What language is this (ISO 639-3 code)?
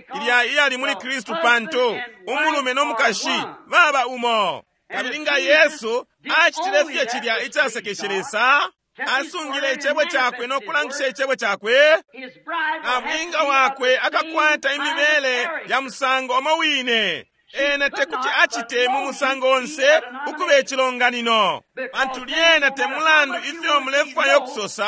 bem